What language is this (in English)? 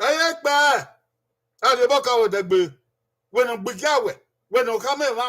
Bini